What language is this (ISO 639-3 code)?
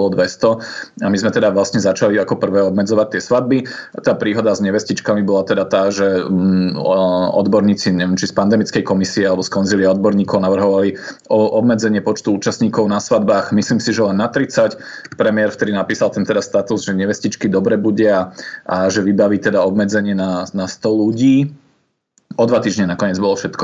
slk